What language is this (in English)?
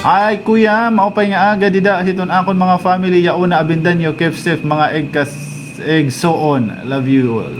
Waray